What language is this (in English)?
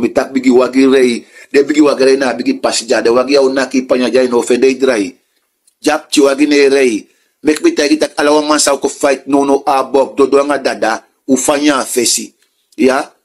Sranan Tongo